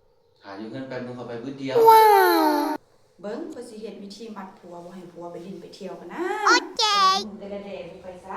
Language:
Lao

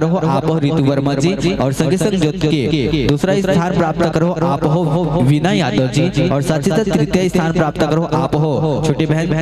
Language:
Chhattisgarhi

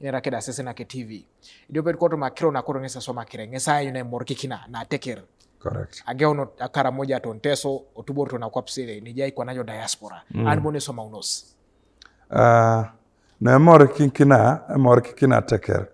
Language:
Teso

